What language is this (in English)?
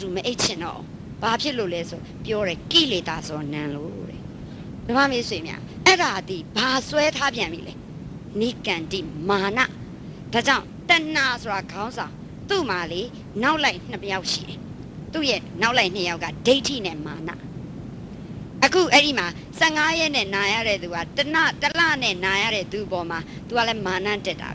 Burmese